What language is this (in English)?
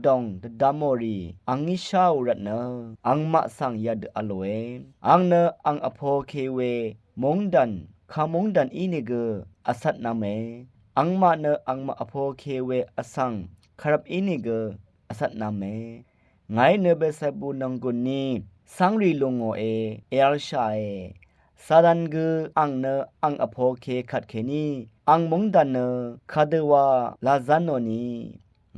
Rawang